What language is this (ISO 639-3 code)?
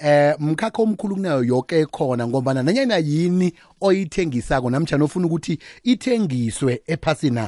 nbl